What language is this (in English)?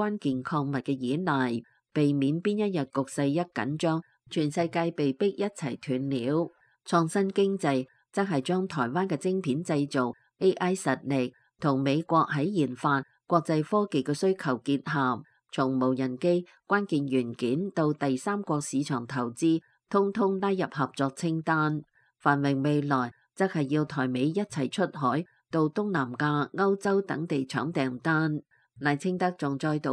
Cantonese